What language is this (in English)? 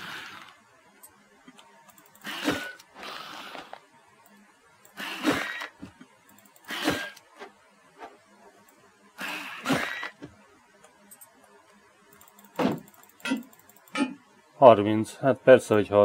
Hungarian